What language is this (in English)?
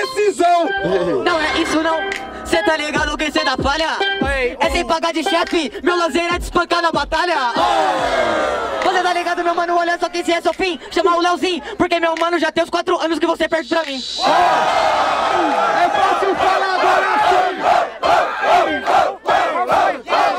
Portuguese